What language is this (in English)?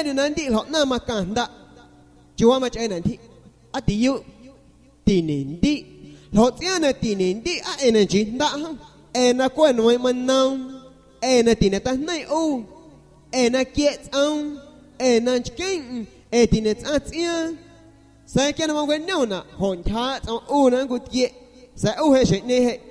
San Pedro Amuzgos Amuzgo